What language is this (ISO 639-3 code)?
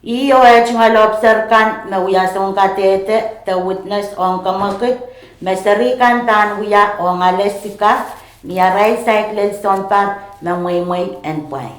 pon